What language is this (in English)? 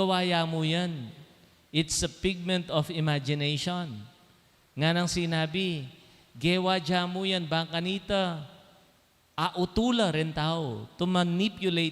Pampanga